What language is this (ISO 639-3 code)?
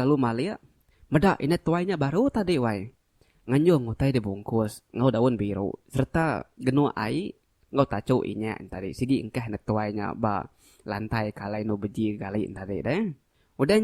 iba